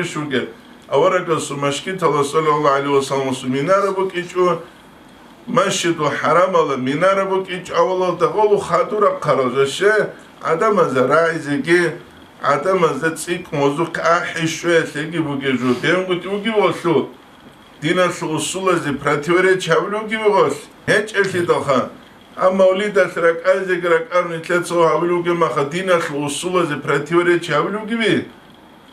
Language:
Avaric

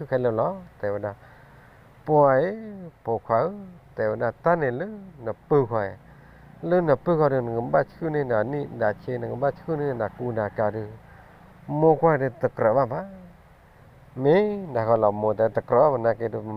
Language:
S'gaw Karen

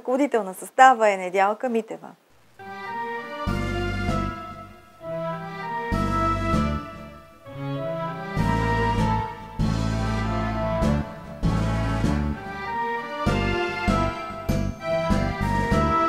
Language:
Bulgarian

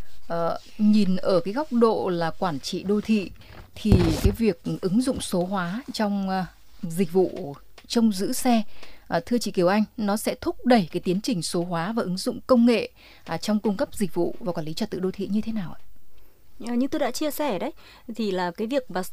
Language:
Vietnamese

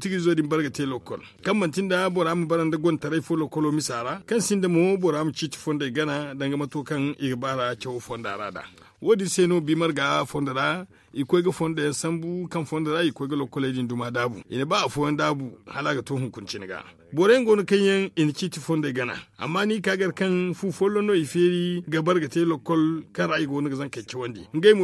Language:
Zarma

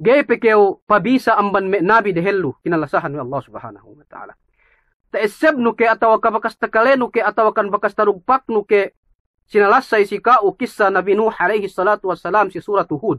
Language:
Yakan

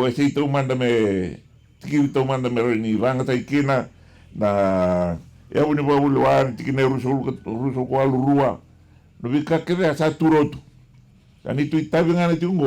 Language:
Fijian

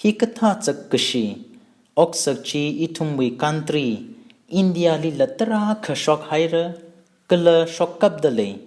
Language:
Tangkhul Naga (India)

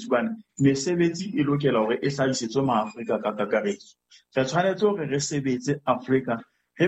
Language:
Southern Sotho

